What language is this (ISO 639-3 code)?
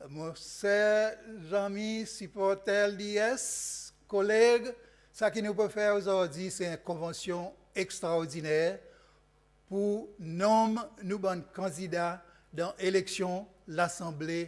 crs